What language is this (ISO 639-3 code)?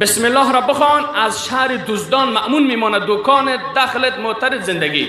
fas